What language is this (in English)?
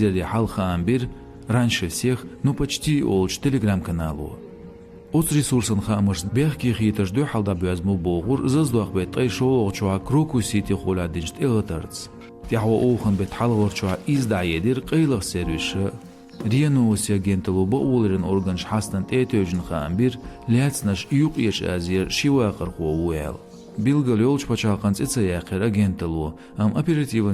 Chechen